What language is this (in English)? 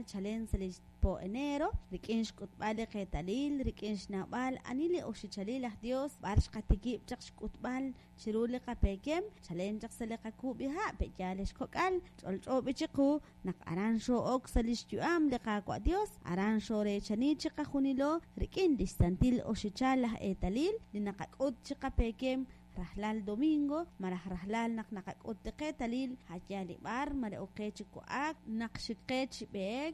Kekchí